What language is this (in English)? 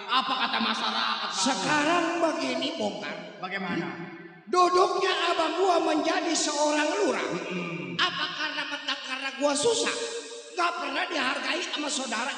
Betawi